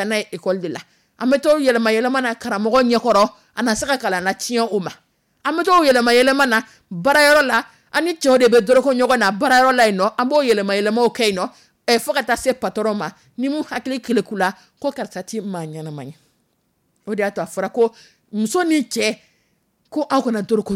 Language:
Dyula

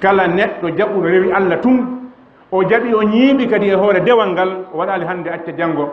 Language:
Fula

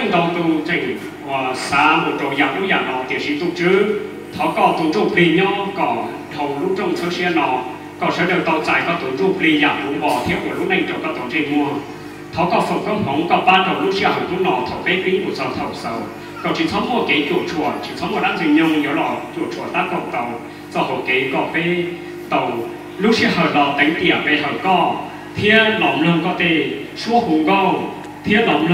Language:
Hmong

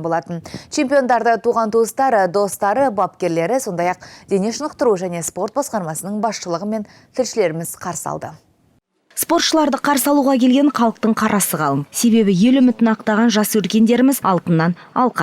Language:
Kazakh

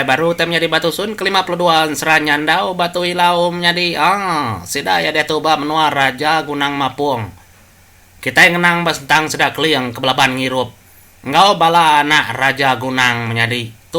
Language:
Iban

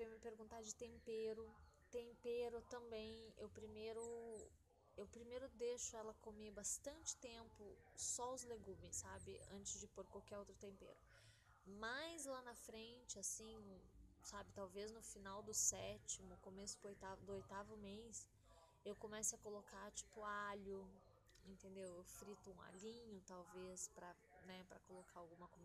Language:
Portuguese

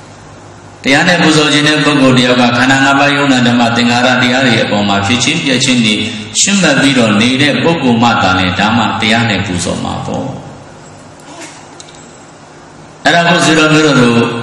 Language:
Burmese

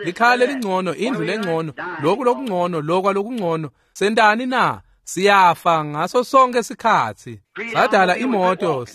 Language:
Swati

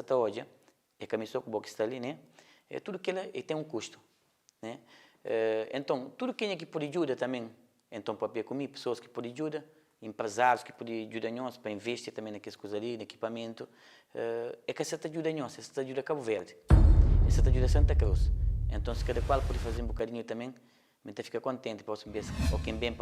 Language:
Kabuverdianu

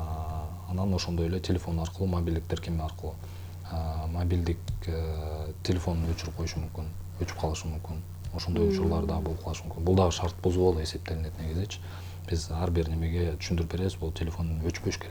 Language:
Kyrgyz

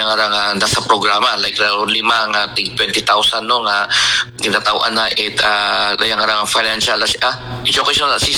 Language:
Aklanon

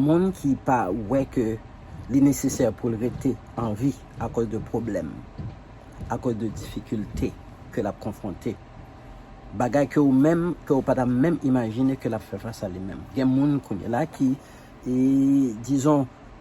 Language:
Haitian Creole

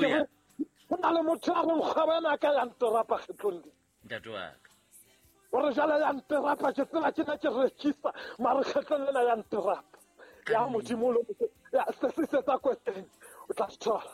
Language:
Southern Sotho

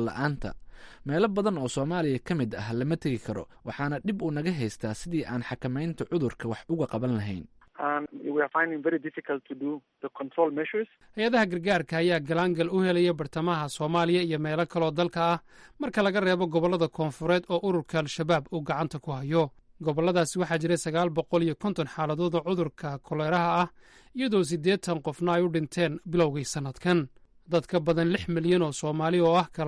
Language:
Somali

